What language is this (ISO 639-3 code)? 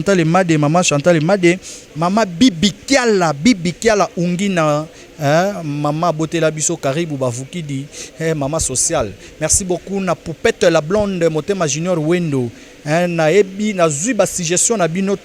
lin